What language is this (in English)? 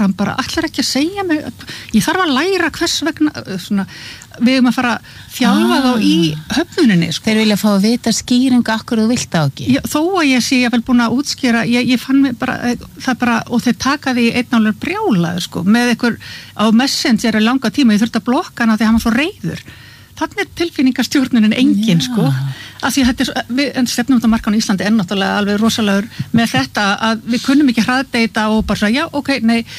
Icelandic